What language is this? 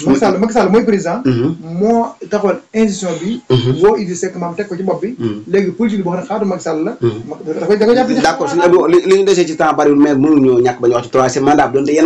Wolof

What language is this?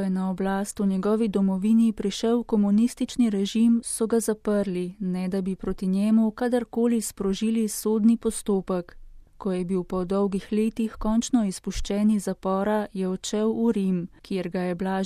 Slovenian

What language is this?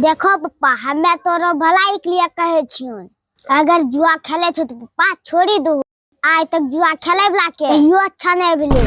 Angika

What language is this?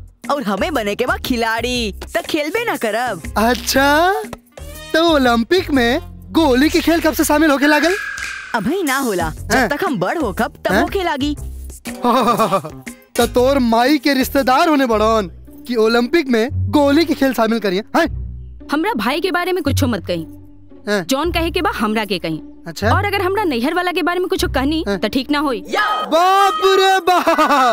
Bhojpuri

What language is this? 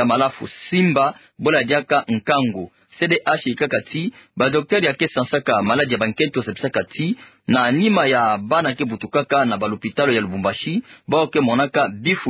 Kituba (Democratic Republic of Congo)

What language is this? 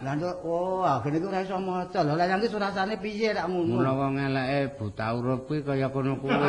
Javanese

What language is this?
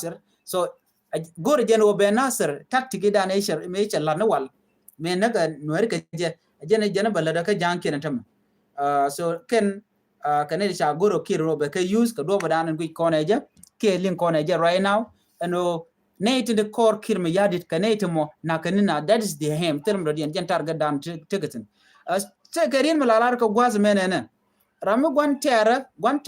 Nuer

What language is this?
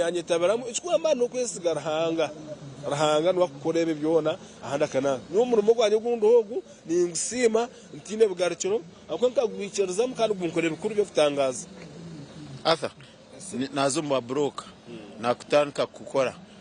Nyankole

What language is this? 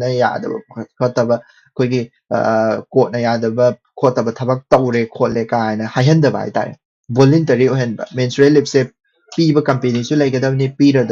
Manipuri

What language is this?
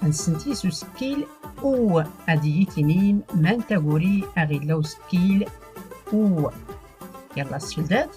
Tachelhit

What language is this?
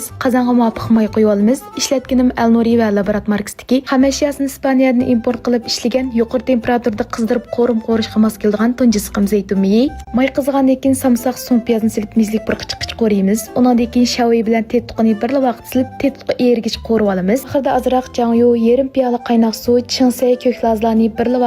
Uyghur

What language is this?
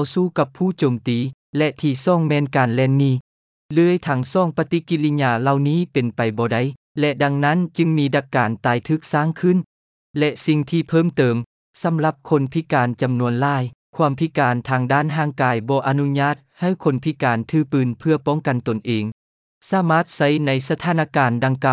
Lao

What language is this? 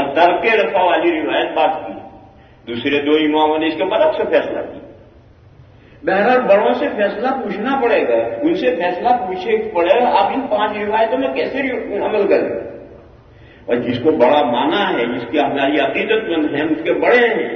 Urdu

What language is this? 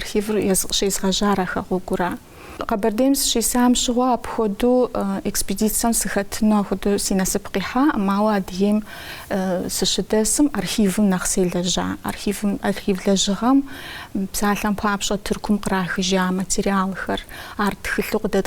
Kabardian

